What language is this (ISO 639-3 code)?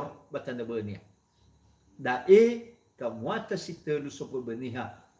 nia